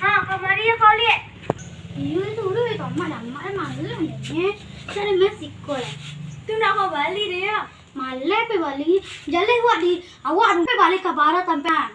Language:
Minangkabau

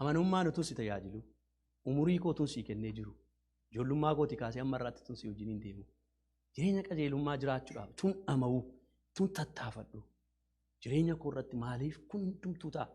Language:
Oromo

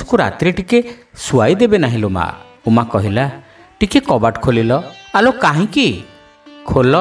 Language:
Odia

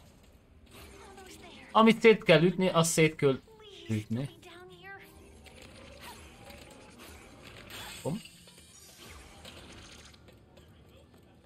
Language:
Hungarian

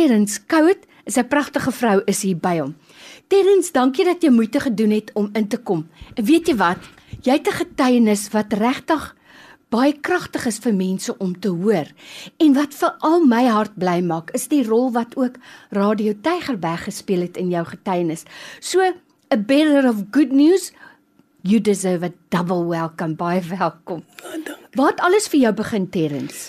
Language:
Afrikaans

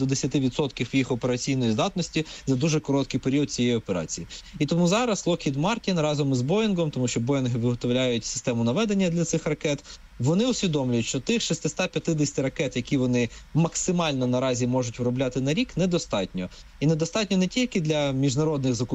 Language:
Ukrainian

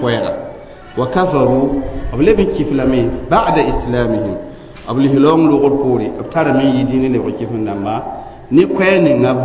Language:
Mossi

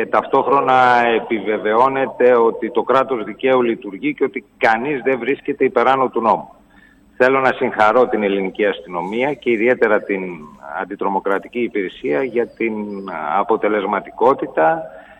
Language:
Greek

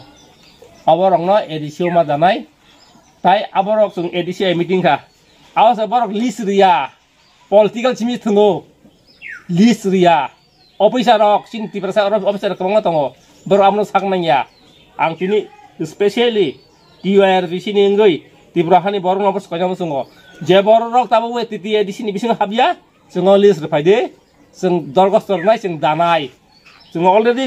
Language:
Kok Borok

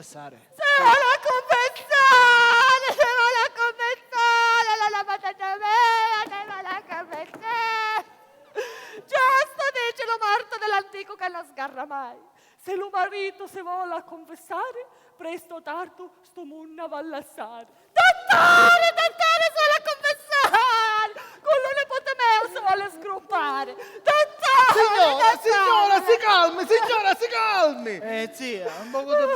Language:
Sicilian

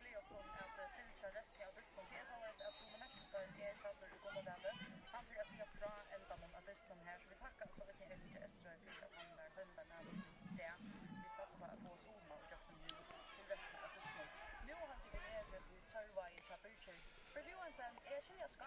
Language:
Faroese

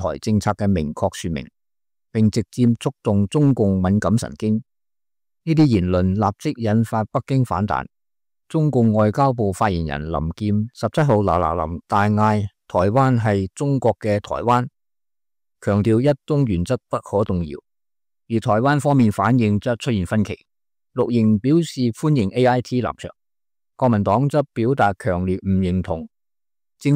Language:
Cantonese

